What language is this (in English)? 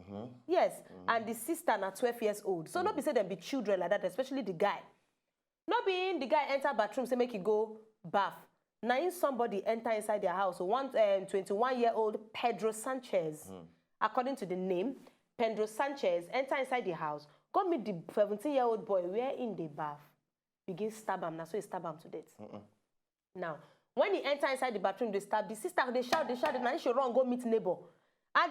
Nigerian Pidgin